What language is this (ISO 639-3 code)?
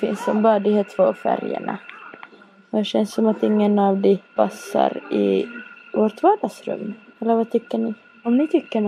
swe